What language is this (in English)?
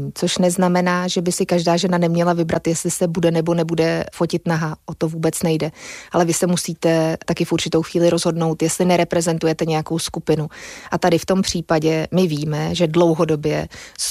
Czech